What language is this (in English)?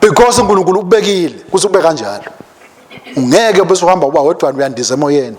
Swati